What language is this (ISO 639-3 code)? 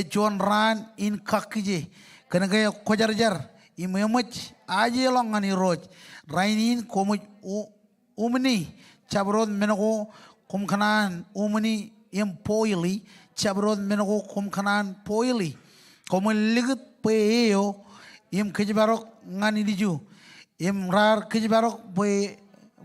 mah